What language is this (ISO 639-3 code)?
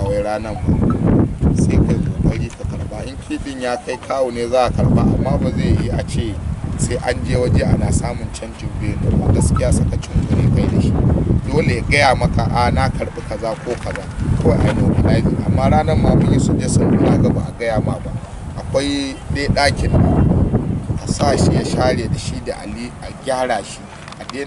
hau